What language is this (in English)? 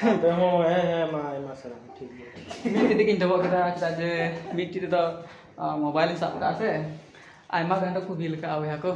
Santali